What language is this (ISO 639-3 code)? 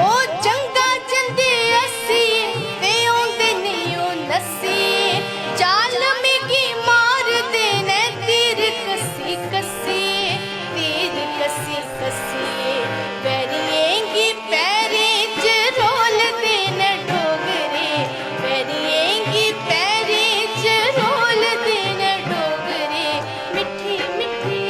doi